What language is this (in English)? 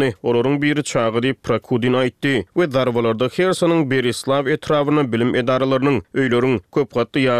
Turkmen